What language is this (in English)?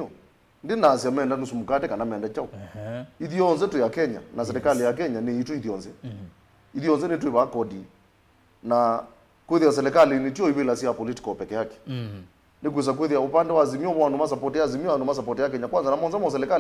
Kamba